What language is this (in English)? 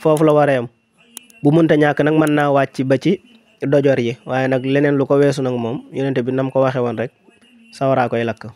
Wolof